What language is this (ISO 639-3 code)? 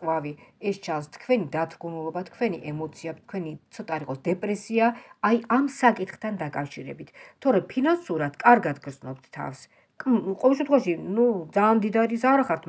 kat